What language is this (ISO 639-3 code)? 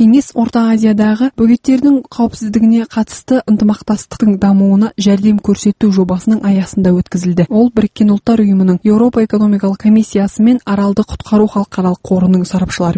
kaz